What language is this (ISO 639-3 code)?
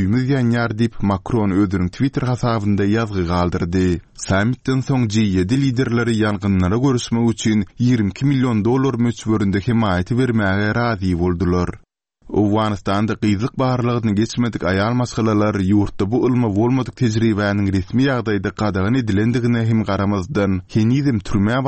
kir